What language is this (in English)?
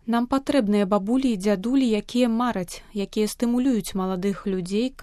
Belarusian